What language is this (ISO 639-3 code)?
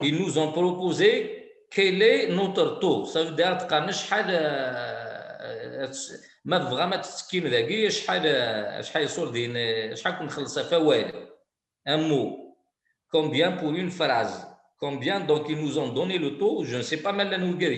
kab